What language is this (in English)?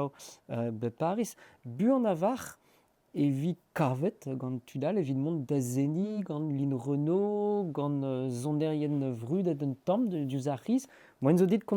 Breton